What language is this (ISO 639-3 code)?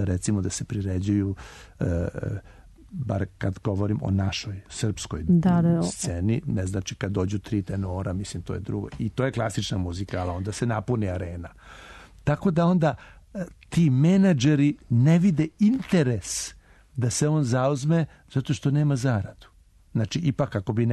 srp